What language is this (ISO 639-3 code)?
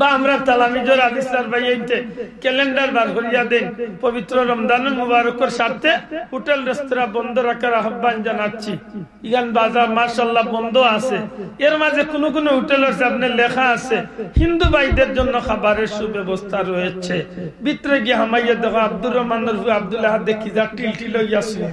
syl